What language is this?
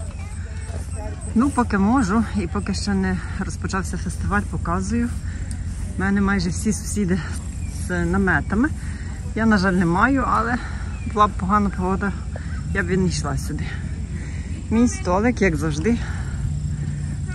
Ukrainian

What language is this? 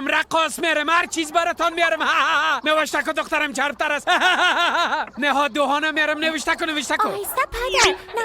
Persian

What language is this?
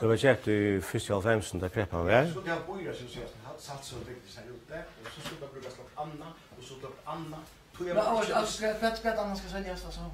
Faroese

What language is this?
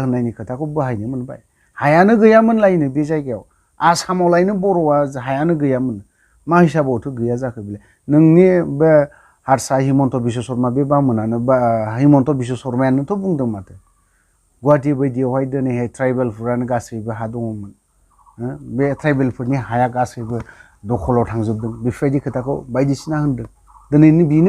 Bodo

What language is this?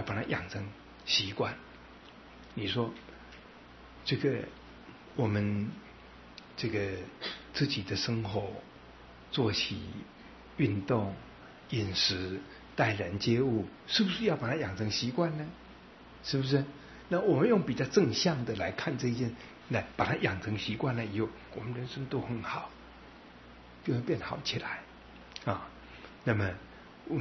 Chinese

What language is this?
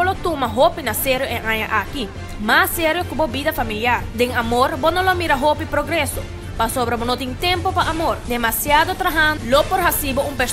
Papiamento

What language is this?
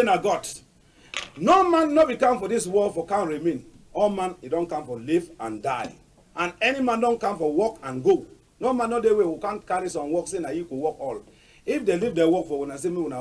Cameroon Pidgin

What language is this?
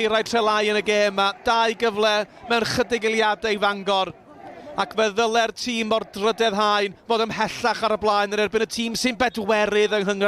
Welsh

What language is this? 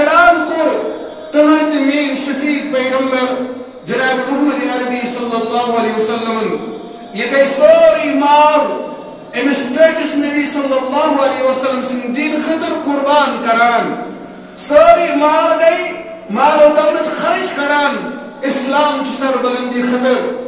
Kashmiri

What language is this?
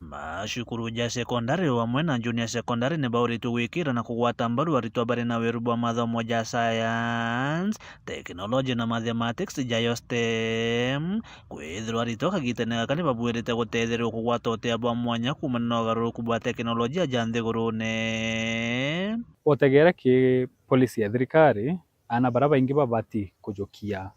Meru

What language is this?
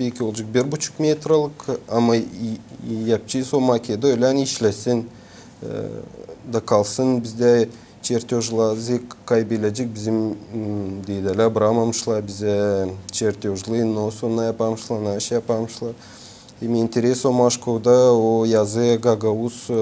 Gagauz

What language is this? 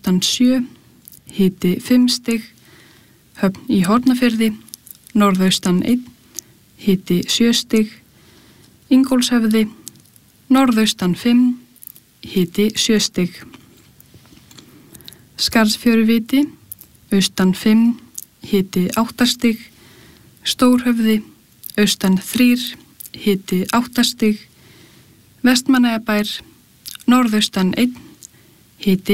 Icelandic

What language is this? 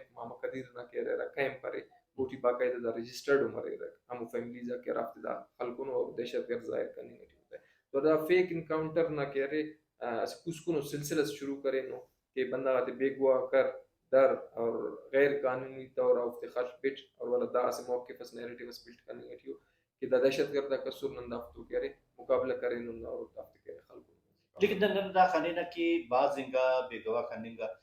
Brahui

